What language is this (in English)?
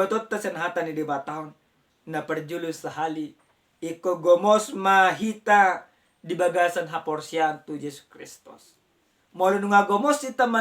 Batak Toba